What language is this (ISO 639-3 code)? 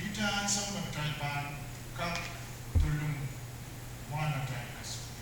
pon